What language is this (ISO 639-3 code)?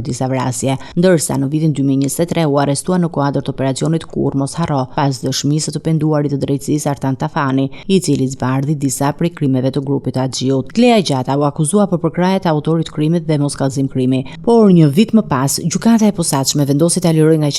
sqi